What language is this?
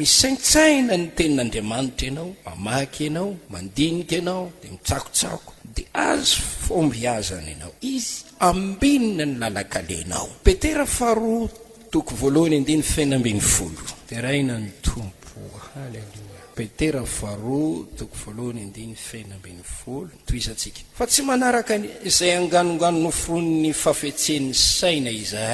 Malagasy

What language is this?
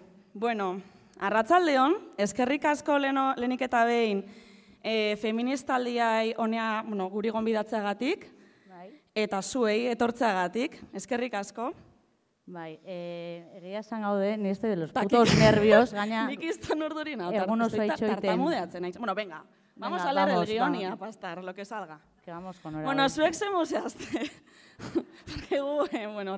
Basque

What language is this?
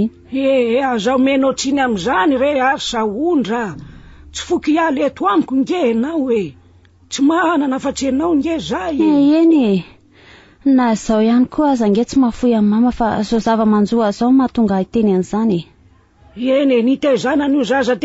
Malagasy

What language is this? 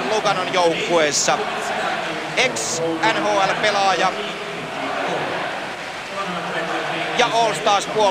Finnish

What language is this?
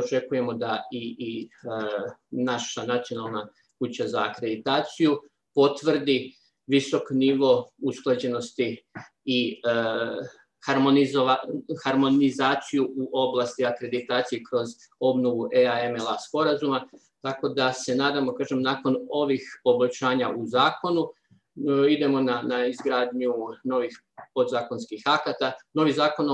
Serbian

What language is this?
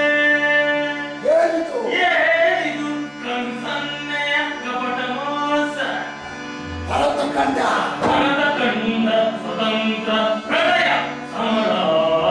Kannada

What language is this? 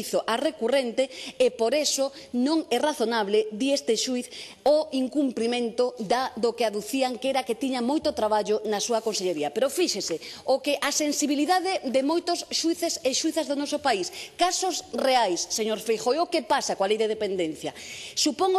Galician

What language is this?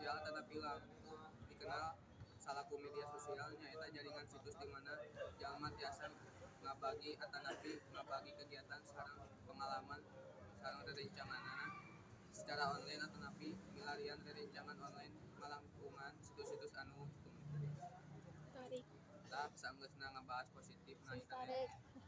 Sundanese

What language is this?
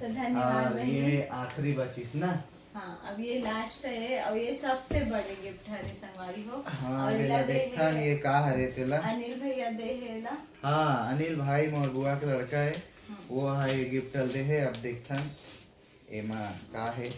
Chhattisgarhi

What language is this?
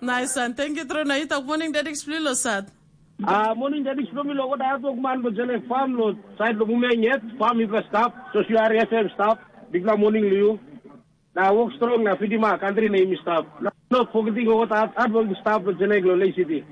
Tok Pisin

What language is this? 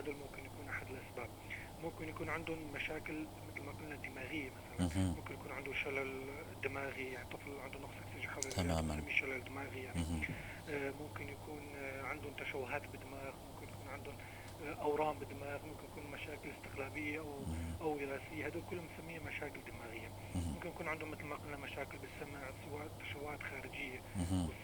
North Levantine Arabic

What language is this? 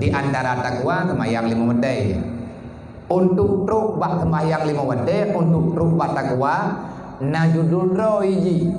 Achinese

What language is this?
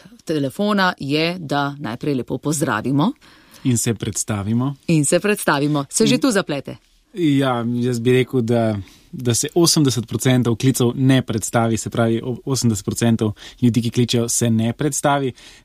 Slovenian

